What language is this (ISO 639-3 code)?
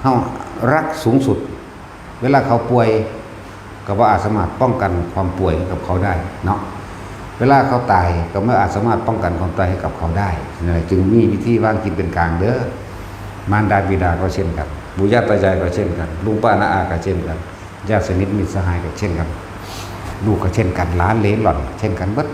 tts